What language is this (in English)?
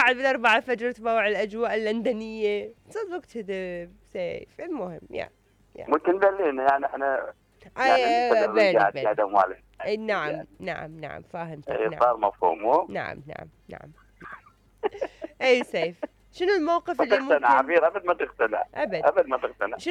Mesopotamian Arabic